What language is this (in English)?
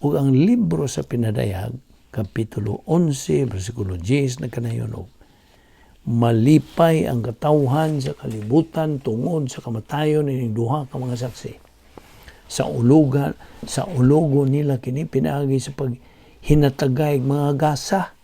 Cebuano